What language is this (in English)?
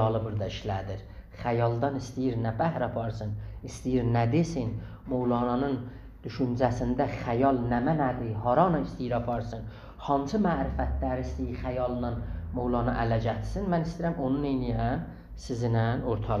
South Azerbaijani